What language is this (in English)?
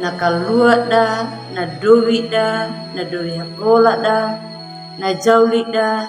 Anakalangu